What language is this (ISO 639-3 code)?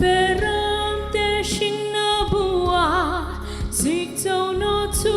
hmr